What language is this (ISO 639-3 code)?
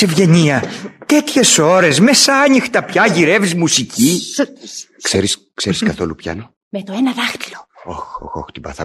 ell